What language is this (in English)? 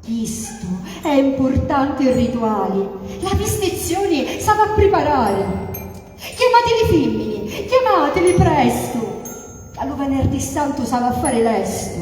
Sicilian